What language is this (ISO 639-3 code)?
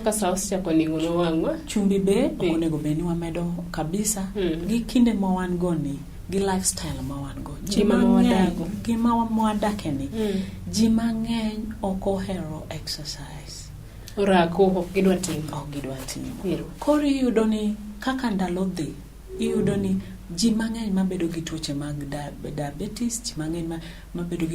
luo